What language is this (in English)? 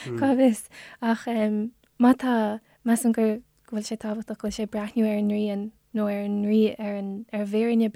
Irish